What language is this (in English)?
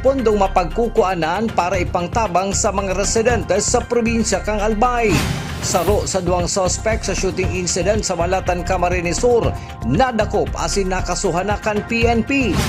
Bikol